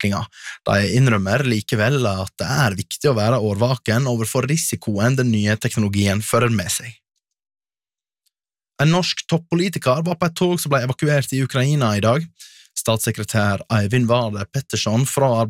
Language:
Norwegian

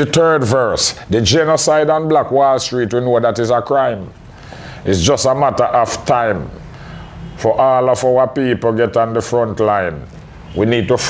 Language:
Jamaican Creole English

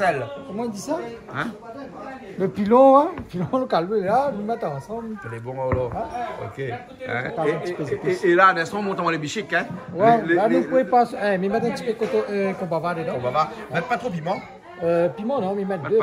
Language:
Réunion Creole French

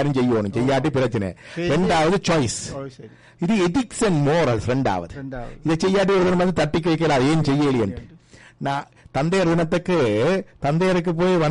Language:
Tamil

